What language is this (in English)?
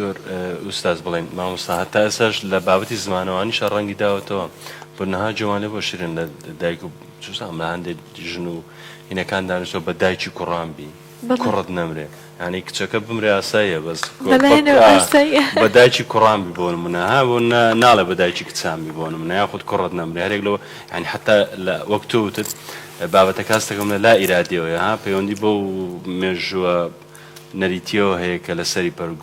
Central Kurdish